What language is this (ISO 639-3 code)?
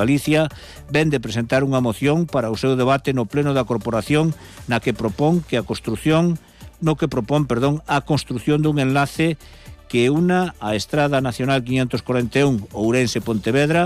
glg